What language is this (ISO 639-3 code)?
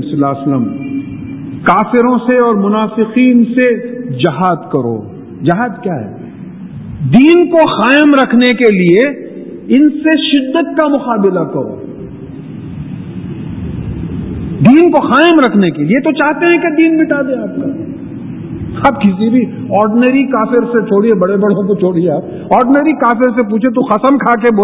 urd